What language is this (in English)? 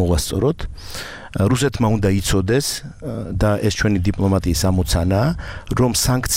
Georgian